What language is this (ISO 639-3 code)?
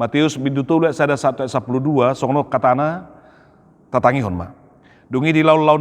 bbc